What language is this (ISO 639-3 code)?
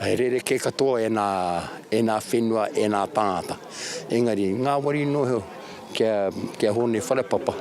mri